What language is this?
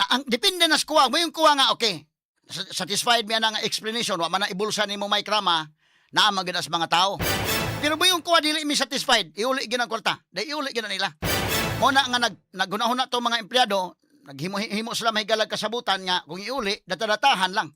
Cebuano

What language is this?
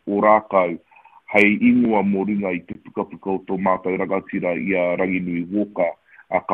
Māori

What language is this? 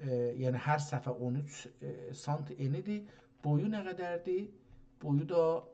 South Azerbaijani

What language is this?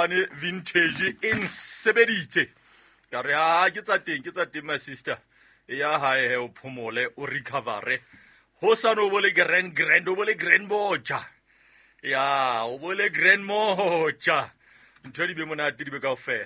Southern Sotho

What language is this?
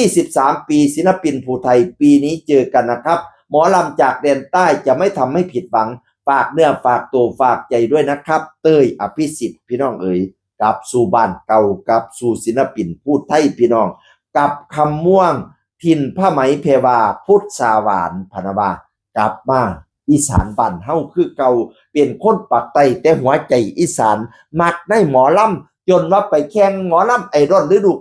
Northeastern Thai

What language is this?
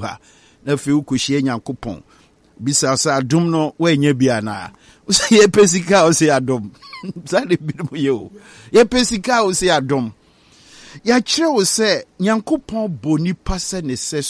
Akan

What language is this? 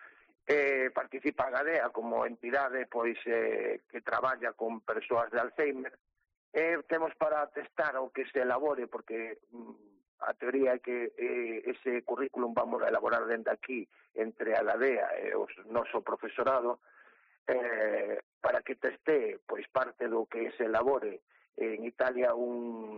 Galician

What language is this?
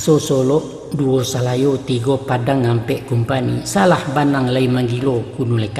Minangkabau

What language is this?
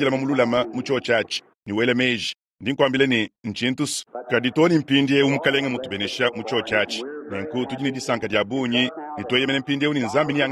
Luba-Lulua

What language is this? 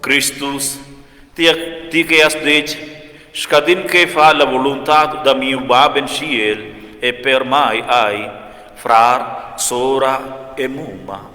Romansh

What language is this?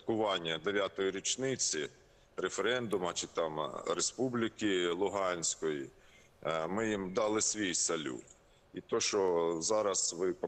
Ukrainian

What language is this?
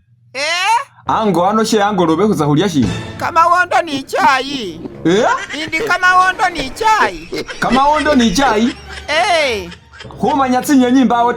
Masaaba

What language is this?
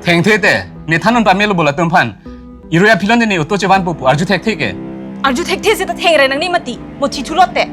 Karbi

